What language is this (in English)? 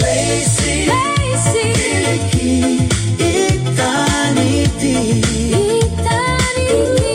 Tongan